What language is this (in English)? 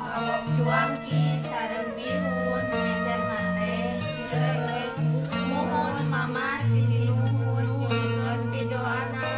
Sundanese